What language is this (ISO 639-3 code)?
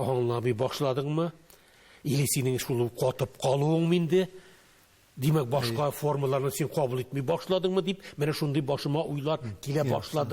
tat